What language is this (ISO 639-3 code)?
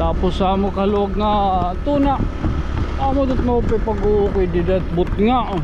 war